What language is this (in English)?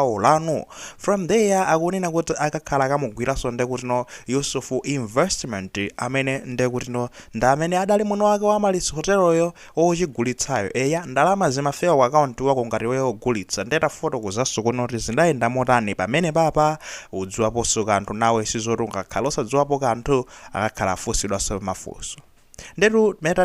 Nyanja